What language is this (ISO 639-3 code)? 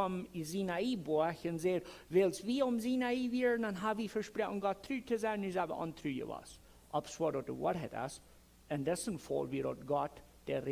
pdt